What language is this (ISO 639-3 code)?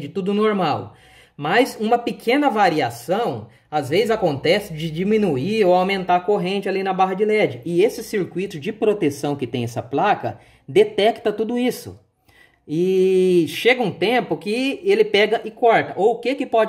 por